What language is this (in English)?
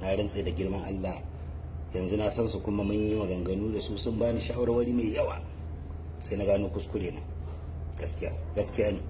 Hausa